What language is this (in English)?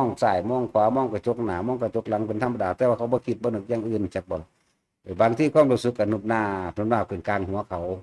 Northeastern Thai